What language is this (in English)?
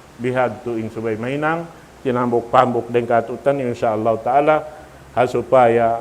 Tausug